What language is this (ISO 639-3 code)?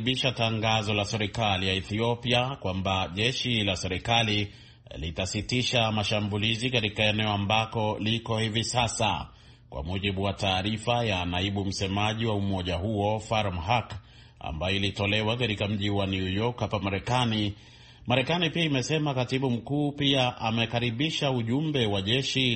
swa